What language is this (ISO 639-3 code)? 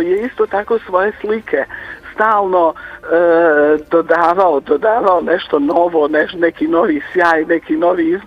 bos